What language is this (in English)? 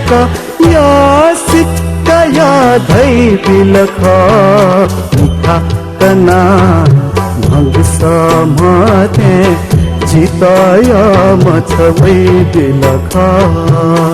Newari